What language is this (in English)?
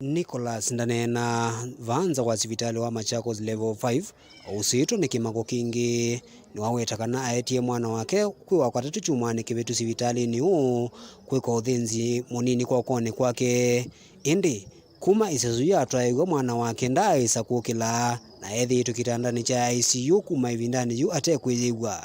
Kamba